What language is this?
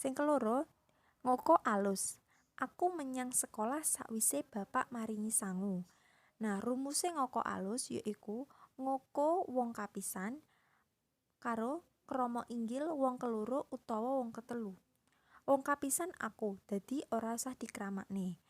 Javanese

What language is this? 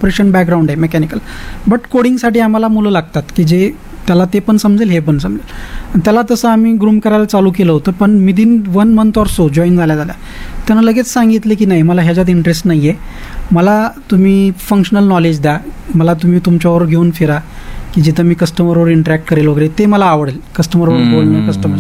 Marathi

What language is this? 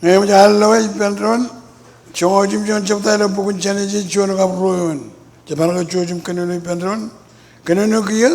Marshallese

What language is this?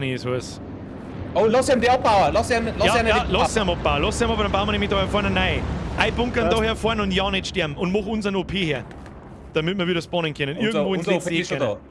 Bavarian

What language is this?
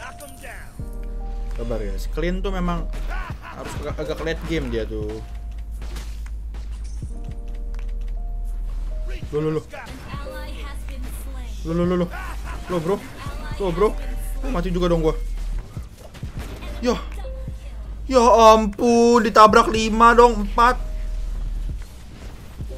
Indonesian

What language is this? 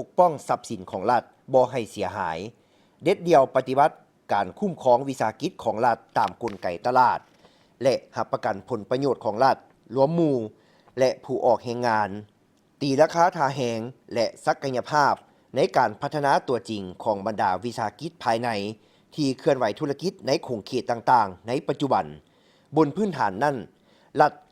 Lao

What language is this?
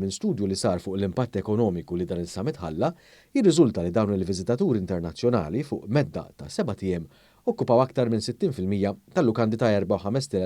Maltese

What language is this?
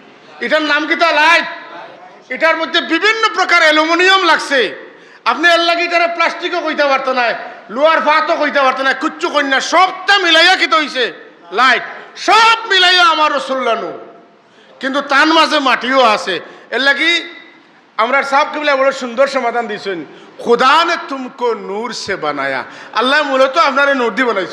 Sylheti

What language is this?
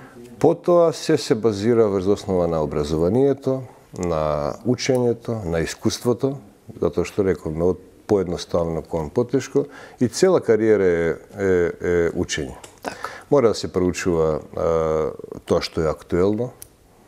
Macedonian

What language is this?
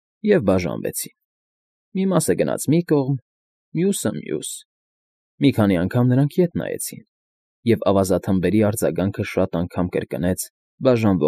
Armenian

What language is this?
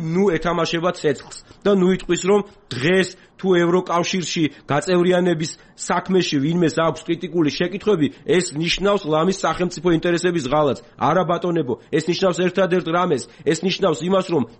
Georgian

